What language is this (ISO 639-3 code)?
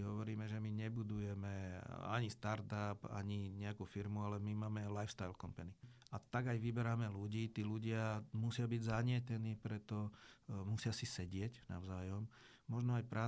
slk